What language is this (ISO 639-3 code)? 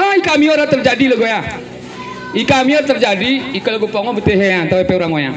gay